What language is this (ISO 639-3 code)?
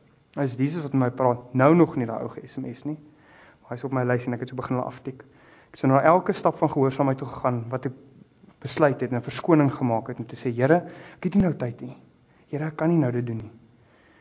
afr